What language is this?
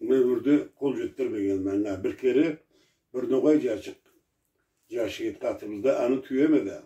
Karachay-Balkar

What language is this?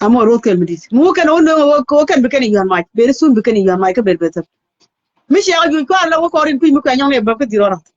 Nuer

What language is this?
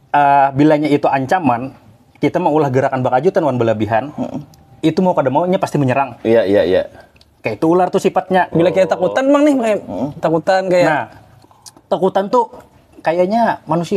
Banjar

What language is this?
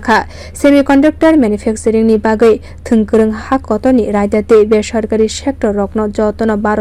Kok Borok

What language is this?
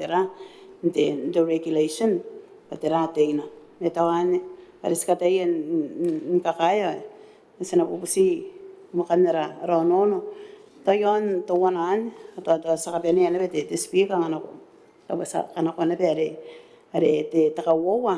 Gilbertese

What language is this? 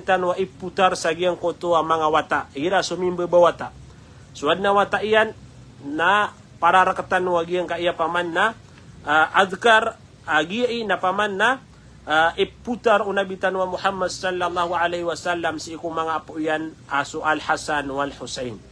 Maranao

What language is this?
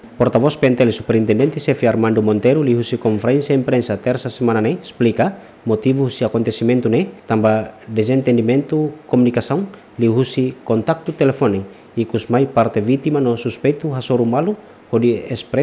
Tetum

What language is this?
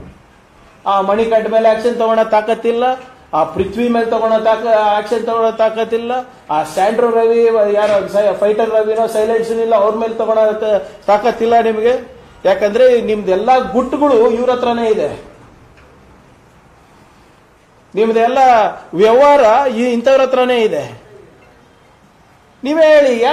Kannada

